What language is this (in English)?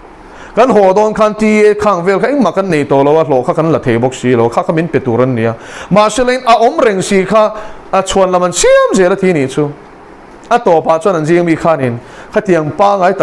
Mizo